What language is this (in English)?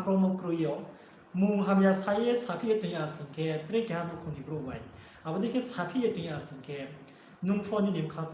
Riang (India)